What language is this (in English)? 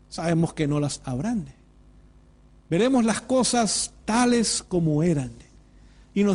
Spanish